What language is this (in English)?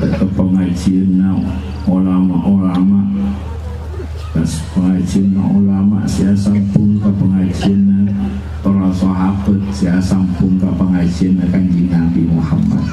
Madurese